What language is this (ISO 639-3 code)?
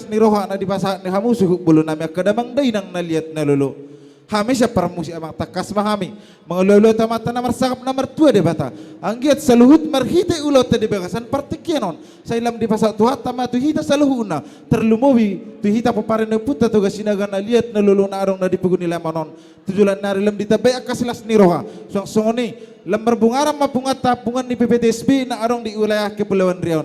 bbc